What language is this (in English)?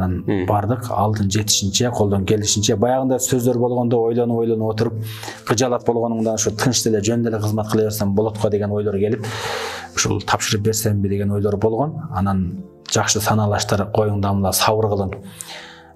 Kyrgyz